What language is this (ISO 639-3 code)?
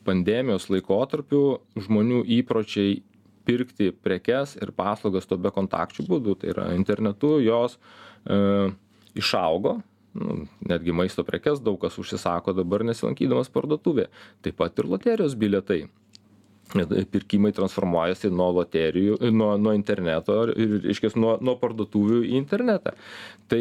lit